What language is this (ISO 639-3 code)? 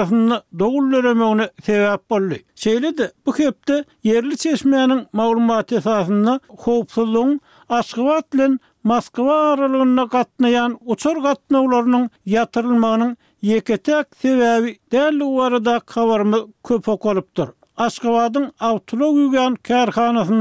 tuk